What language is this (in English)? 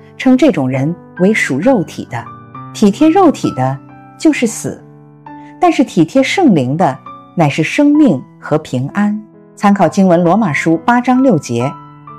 Chinese